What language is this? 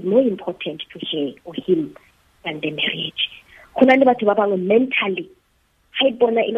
Tswana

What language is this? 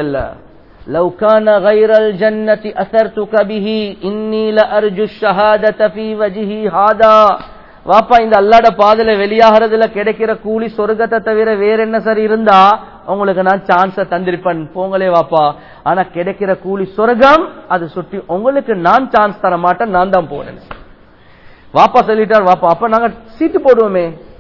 Tamil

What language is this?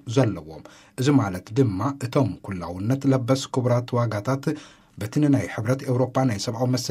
Tigrinya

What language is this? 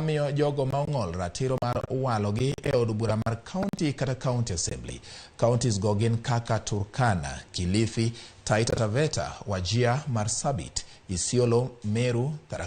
Luo (Kenya and Tanzania)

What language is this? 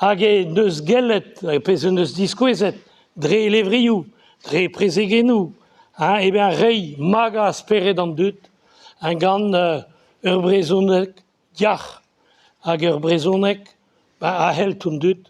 Breton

